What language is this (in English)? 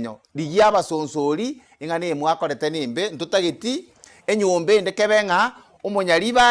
Gusii